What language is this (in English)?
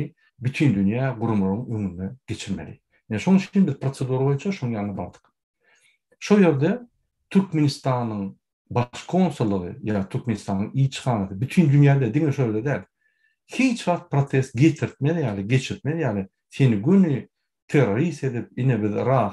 Turkmen